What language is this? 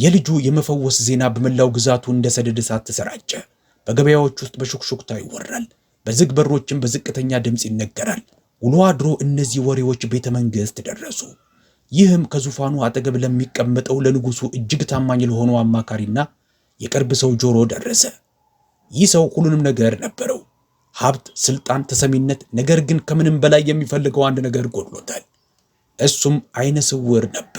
Amharic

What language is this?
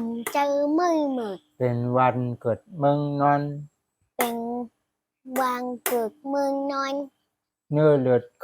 Shan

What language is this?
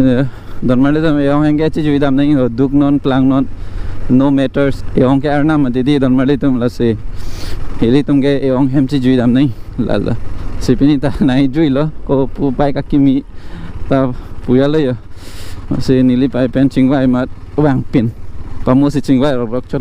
Karbi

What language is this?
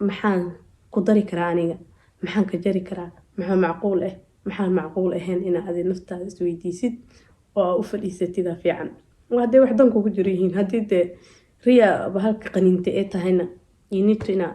Somali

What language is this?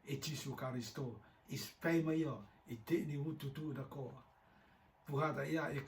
Rotuman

